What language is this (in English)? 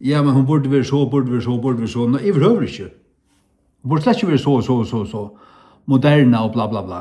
Faroese